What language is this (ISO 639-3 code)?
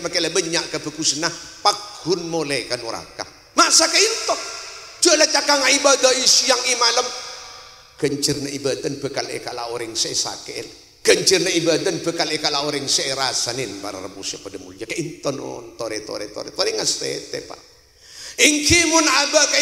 mad